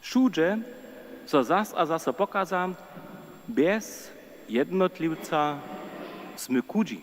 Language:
Upper Sorbian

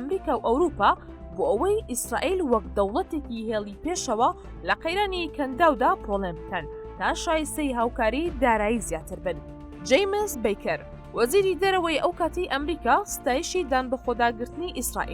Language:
Central Kurdish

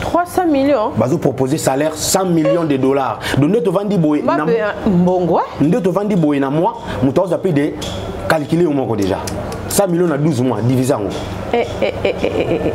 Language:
Lingala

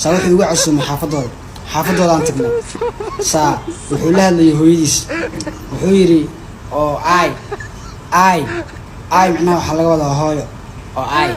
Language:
Somali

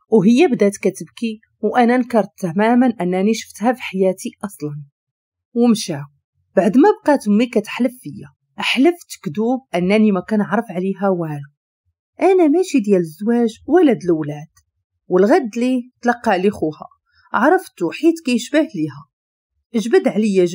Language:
Moroccan Arabic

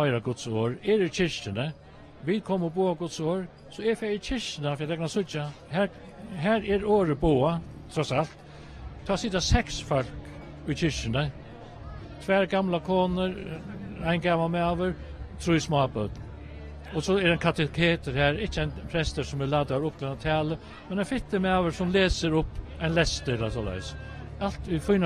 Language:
Faroese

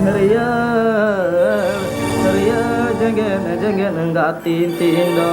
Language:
Santali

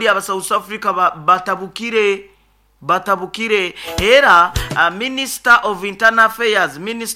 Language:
Nyoro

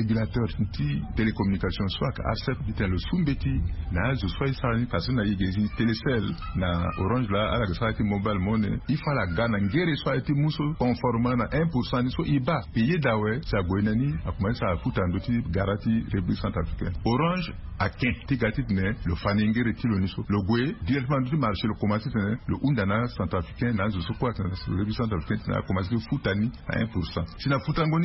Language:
Sango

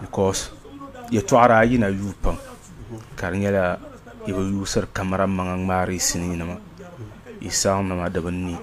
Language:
Dagbani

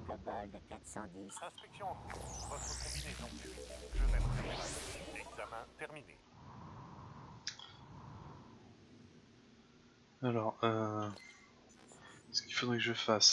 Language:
French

